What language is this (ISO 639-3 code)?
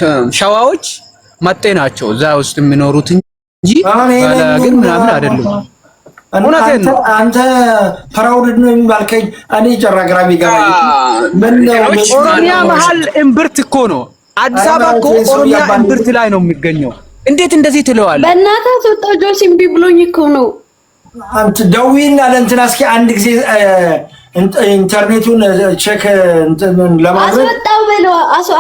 amh